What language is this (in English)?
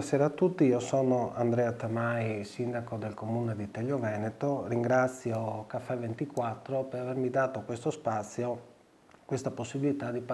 Italian